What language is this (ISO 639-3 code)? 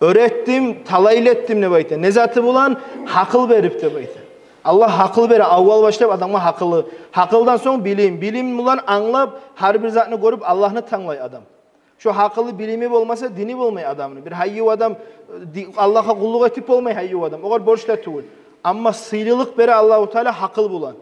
kum